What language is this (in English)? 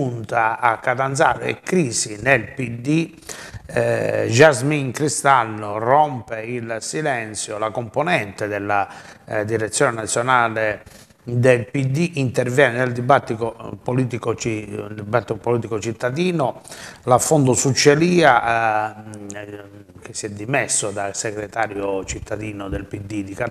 Italian